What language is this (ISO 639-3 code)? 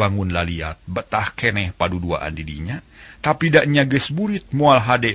sun